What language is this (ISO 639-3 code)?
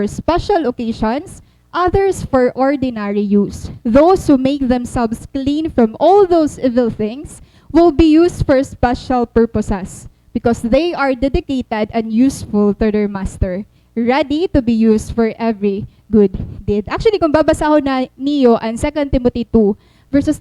war